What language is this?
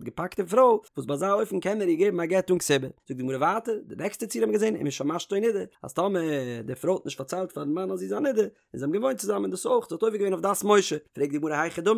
Yiddish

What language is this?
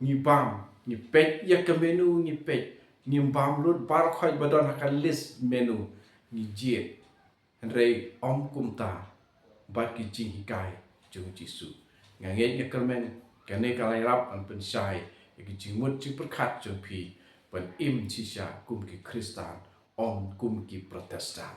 Khasi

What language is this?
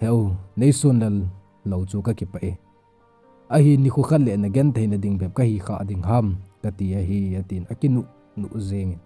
Thado Chin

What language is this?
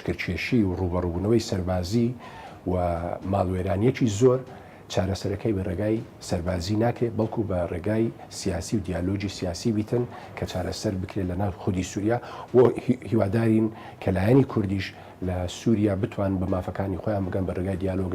Central Kurdish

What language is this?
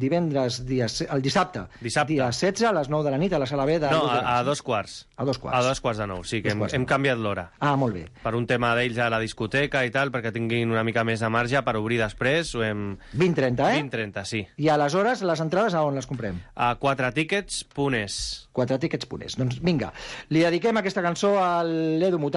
Catalan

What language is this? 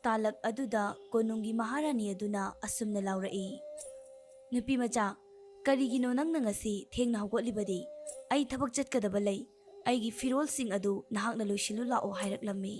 Manipuri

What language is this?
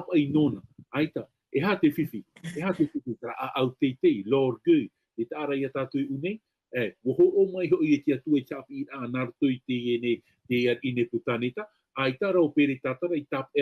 Tahitian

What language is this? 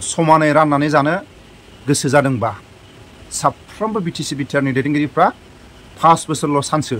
Bodo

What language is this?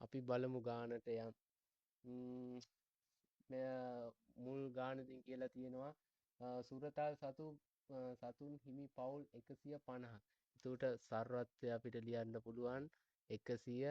Sinhala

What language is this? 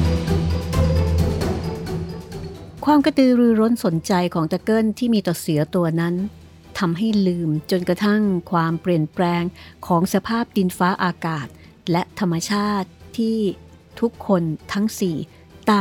Thai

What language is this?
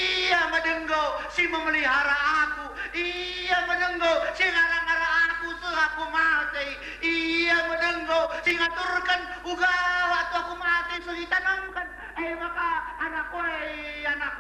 Batak Karo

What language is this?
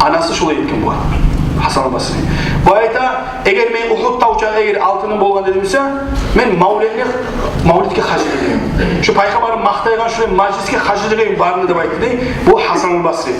Kumyk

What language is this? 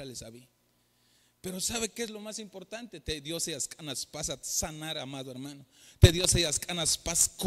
Tzeltal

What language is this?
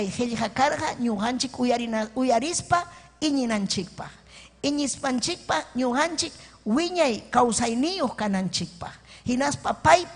Ayacucho Quechua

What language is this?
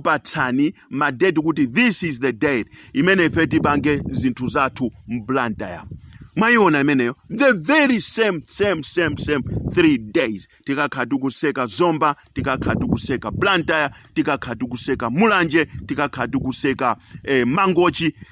Nyanja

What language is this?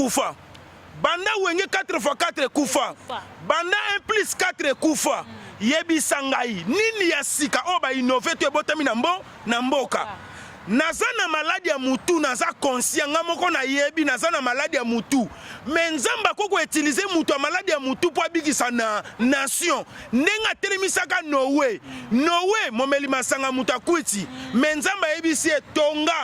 Lingala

